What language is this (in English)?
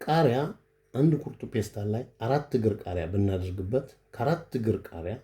Amharic